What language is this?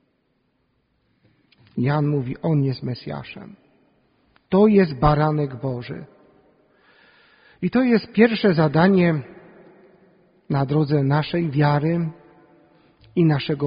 Polish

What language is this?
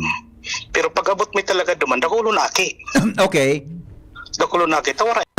Bikol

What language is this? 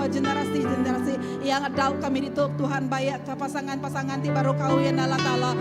Iban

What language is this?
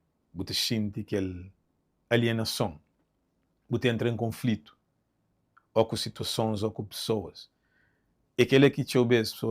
Kabuverdianu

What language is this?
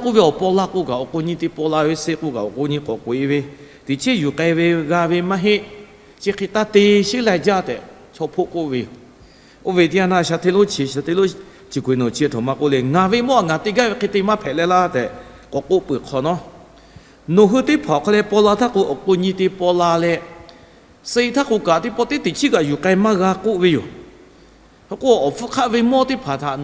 Lahu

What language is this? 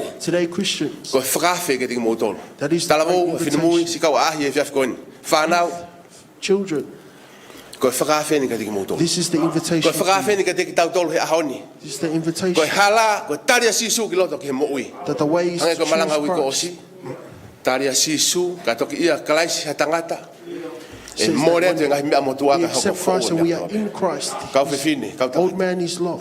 Tongan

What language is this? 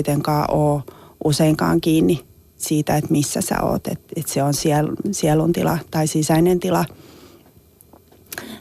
Finnish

